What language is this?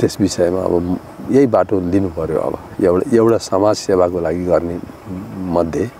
Nepali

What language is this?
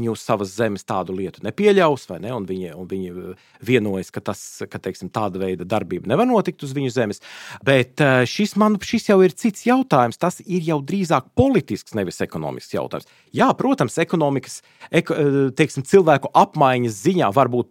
Latvian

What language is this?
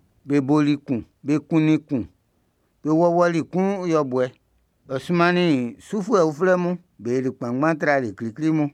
Baoulé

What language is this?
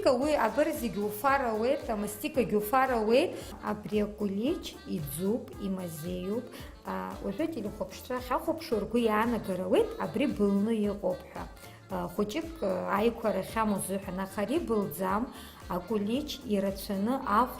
Abkhazian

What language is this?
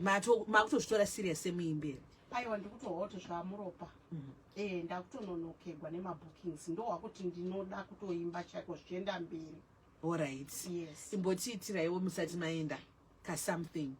Shona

